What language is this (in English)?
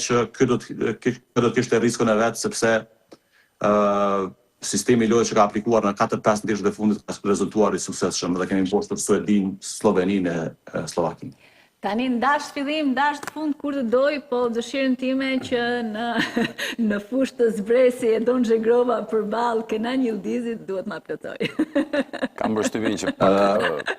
Albanian